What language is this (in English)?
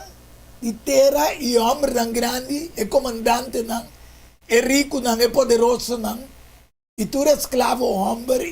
Papiamento